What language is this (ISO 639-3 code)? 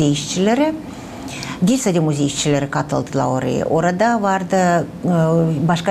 gag